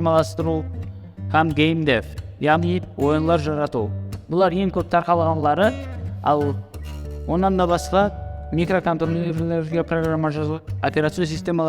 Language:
Kara-Kalpak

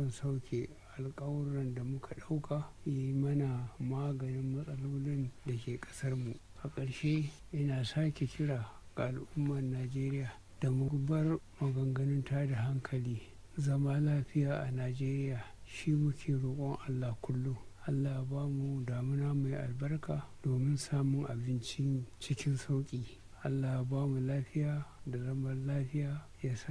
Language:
Hausa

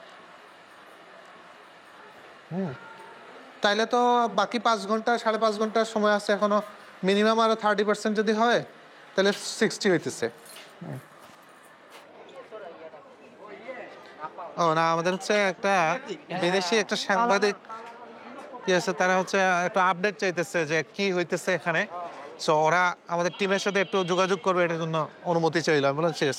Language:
Bangla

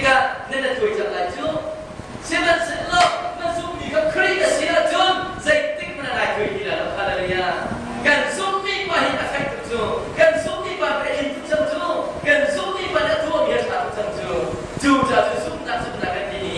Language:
Hakha Chin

